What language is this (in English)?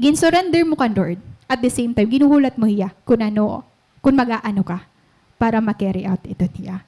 Waray